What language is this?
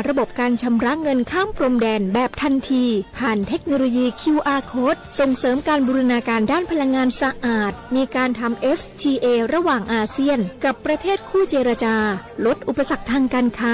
Thai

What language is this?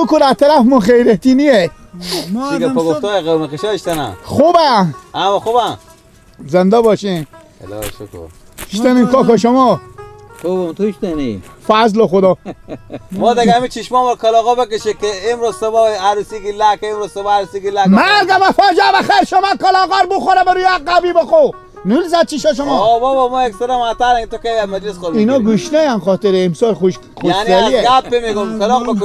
Persian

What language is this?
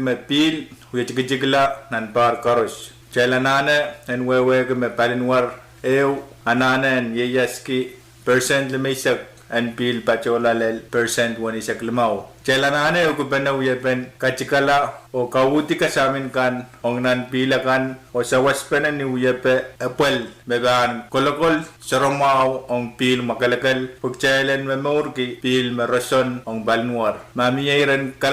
Pohnpeian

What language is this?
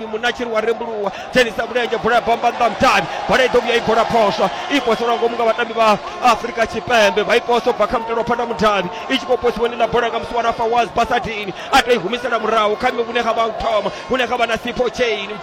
Venda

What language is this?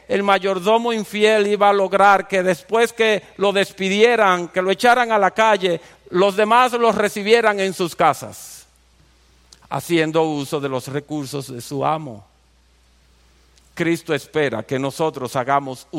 Spanish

